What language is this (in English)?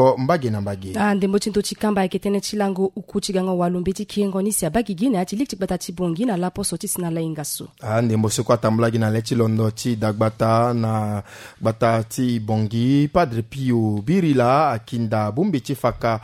Sango